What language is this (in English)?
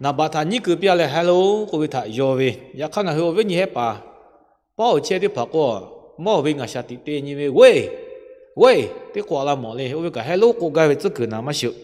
Lahu